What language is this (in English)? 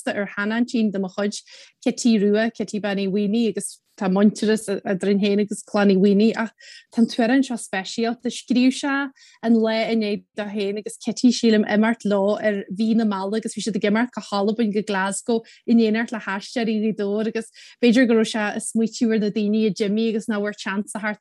Irish